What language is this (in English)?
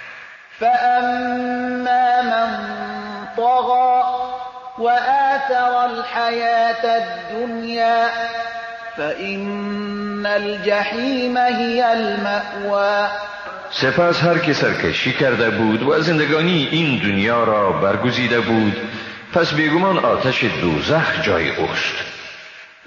Persian